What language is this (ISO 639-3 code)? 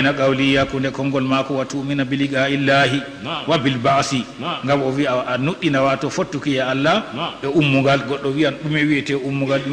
ful